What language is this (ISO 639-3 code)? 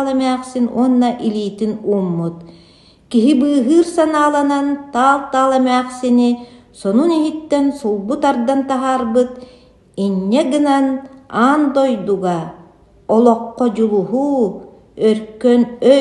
sah